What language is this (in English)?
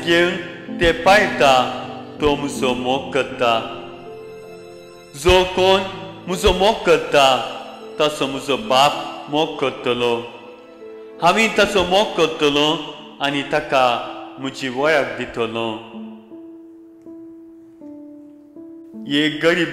Konkani